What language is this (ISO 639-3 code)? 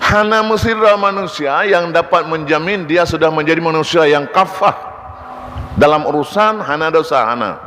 ace